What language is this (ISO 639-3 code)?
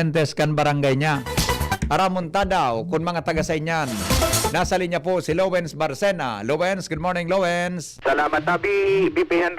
bik